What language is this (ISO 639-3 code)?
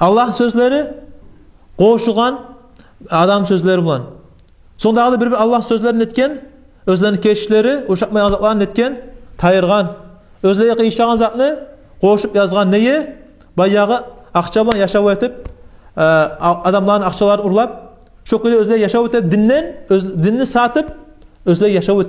kum